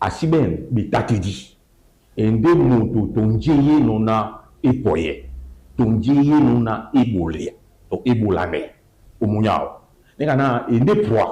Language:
Duala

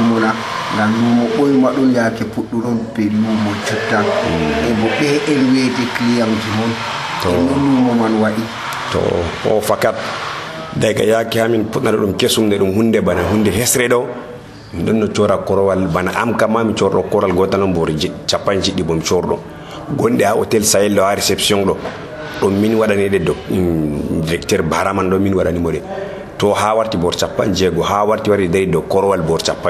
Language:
Nigerian Fulfulde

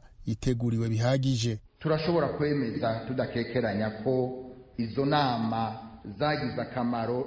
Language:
Kinyarwanda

